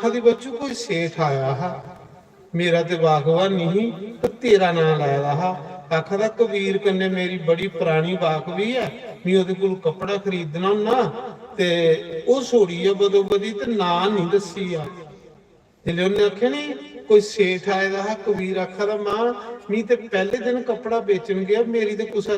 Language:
Dogri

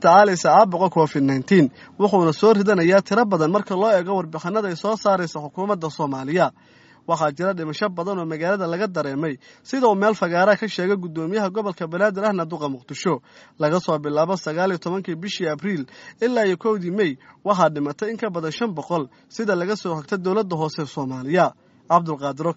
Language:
Somali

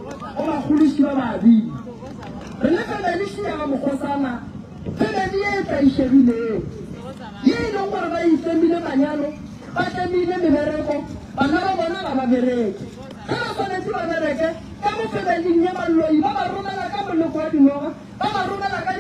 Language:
Northern Sotho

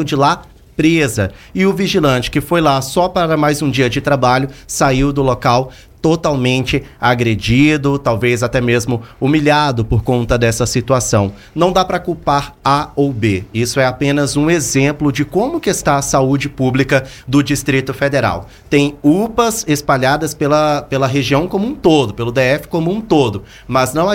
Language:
Portuguese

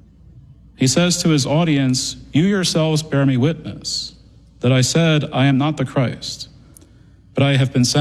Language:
English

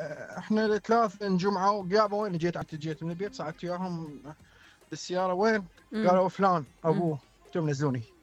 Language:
Mesopotamian Arabic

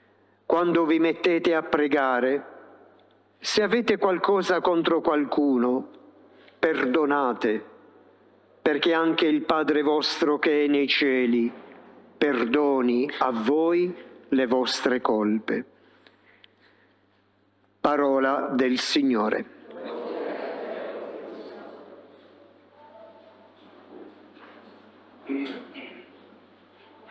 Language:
Italian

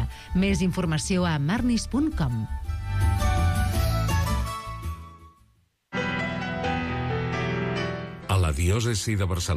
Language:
Catalan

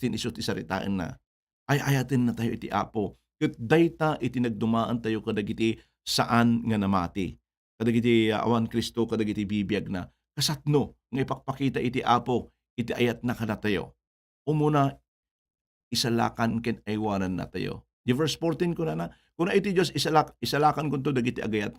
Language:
Iloko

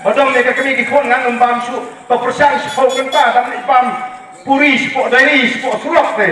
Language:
Khasi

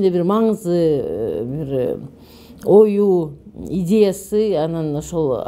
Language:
Kyrgyz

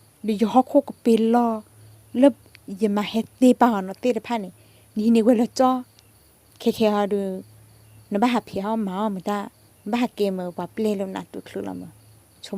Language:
S'gaw Karen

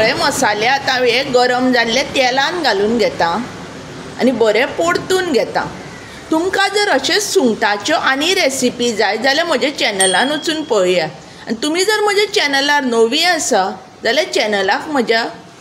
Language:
Konkani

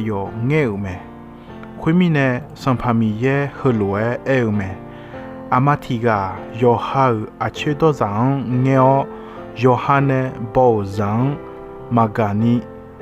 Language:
Akha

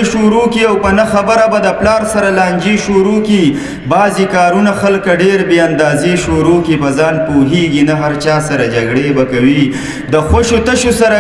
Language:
Pashto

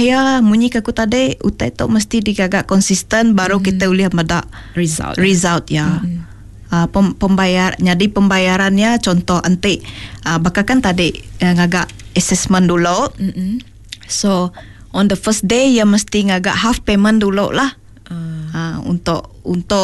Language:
Iban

